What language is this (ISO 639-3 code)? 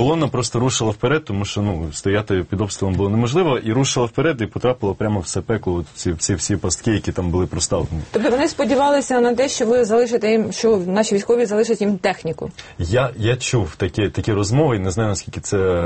ukr